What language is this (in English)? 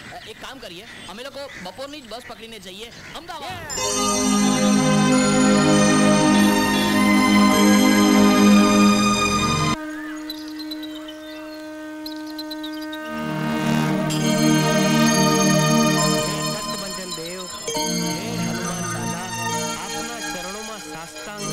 Gujarati